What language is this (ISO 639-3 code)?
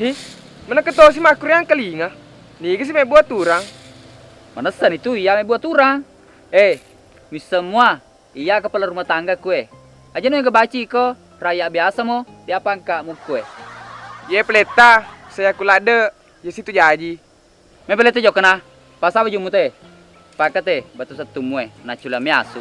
bug